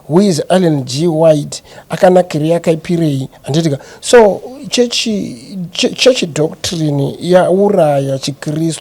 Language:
Shona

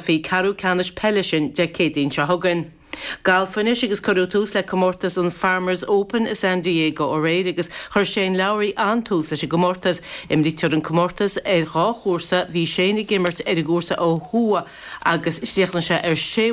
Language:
Irish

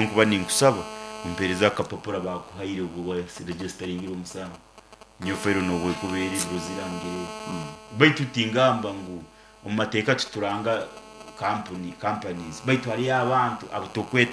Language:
Nyankole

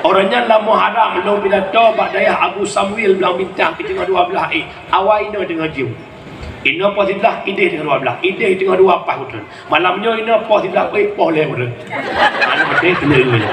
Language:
Achinese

